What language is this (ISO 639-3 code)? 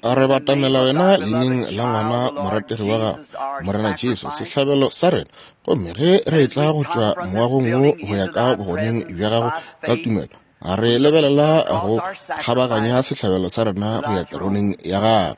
nso